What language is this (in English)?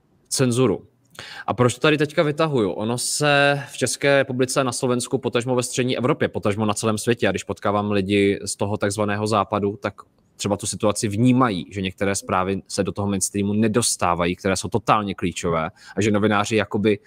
Czech